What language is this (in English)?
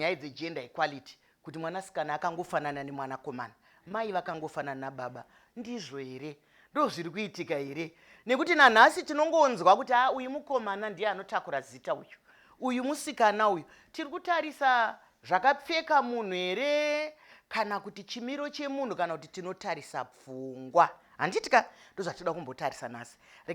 Shona